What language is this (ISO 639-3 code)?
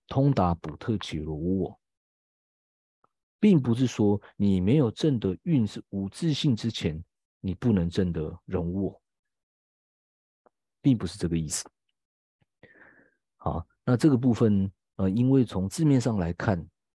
zho